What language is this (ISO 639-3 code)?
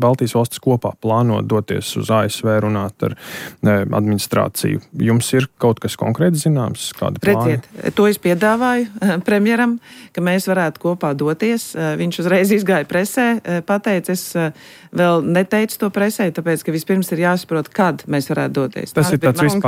lav